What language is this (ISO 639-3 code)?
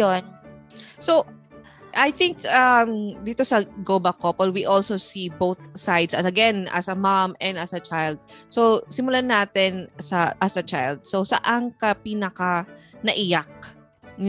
fil